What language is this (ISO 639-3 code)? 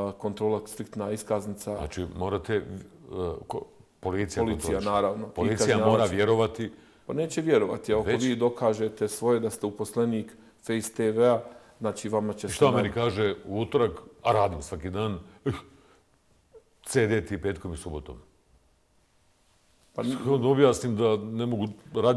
bos